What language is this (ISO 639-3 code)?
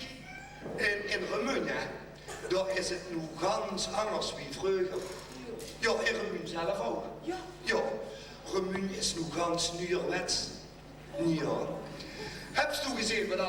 lim